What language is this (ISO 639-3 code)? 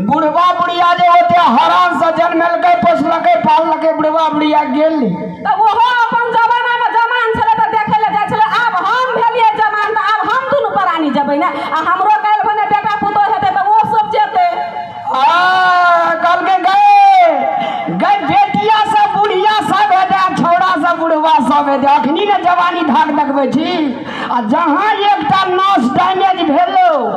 mai